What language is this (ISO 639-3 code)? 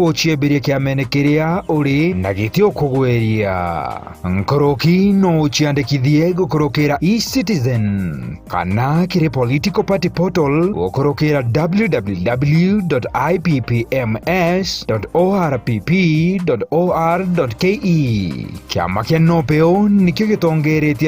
mer